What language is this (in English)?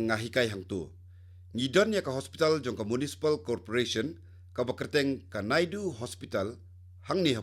Khasi